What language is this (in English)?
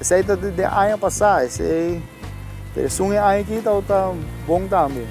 Papiamento